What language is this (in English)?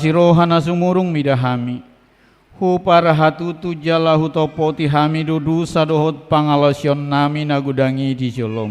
Batak Toba